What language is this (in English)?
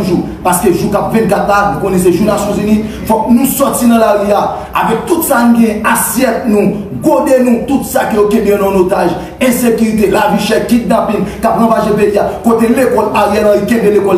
Haitian Creole